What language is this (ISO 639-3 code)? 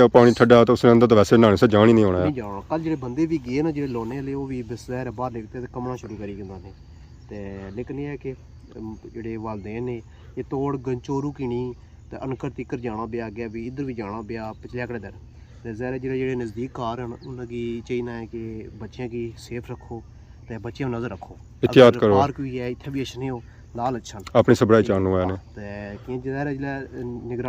phr